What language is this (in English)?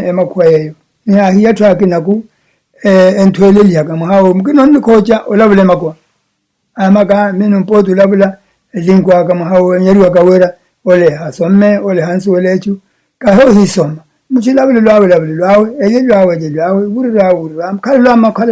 Makhuwa